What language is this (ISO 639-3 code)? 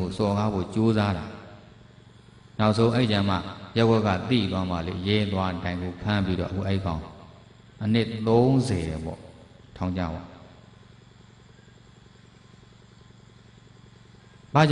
mya